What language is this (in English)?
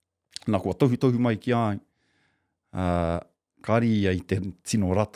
Māori